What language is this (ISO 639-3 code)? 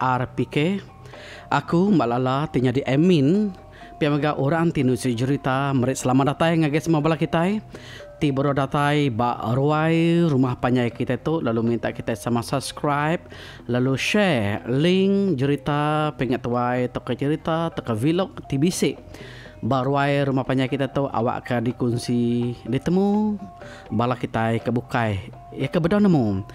iba